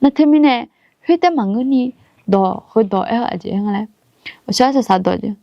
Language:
Akha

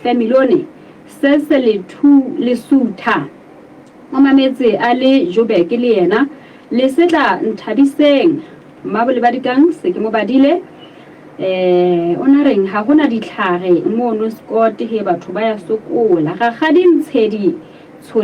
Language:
Southern Sotho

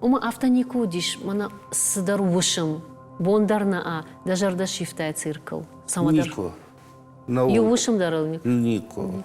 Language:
Ossetic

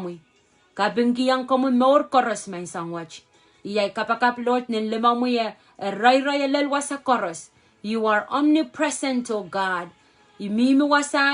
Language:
Pohnpeian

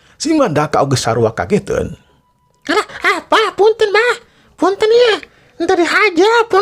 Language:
Sundanese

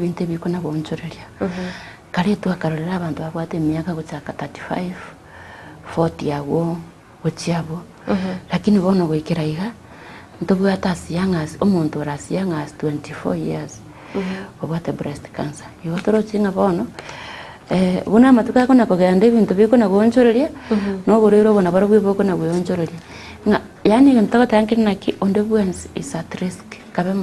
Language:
Gusii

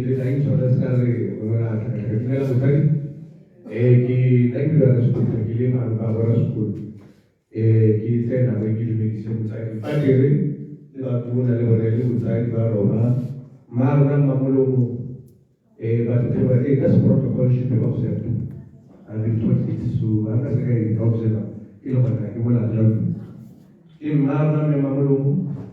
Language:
Tswana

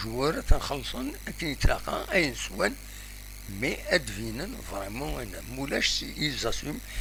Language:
Kabyle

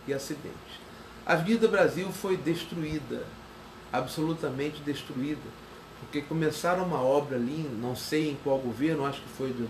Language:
Portuguese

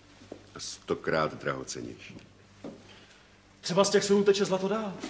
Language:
Czech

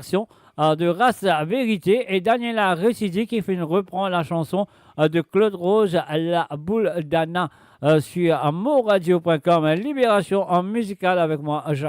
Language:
Morisyen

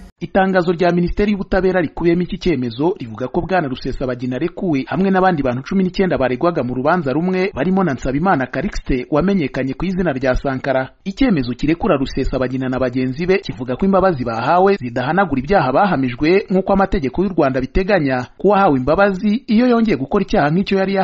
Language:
Kinyarwanda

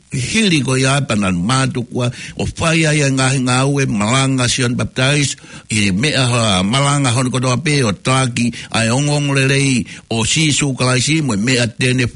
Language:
Tongan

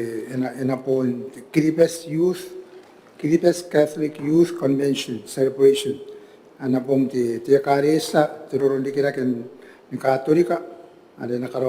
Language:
Gilbertese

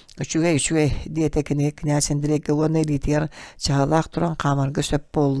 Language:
Yakut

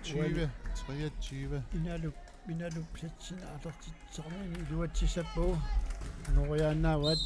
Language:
Kalaallisut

